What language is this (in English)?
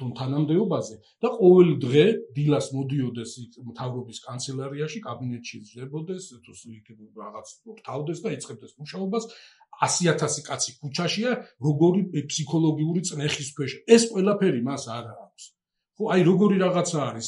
Georgian